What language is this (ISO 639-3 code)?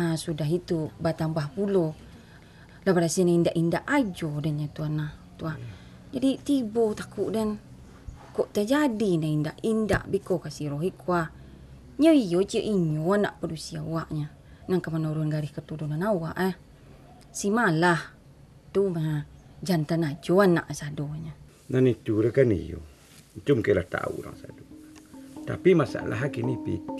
min